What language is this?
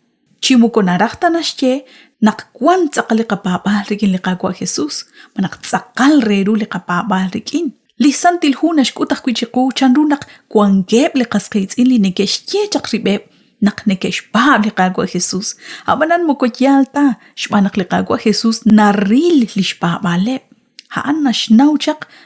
Kekchí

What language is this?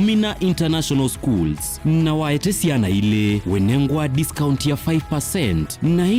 Kamba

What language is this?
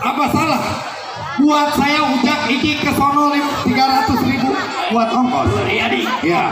Betawi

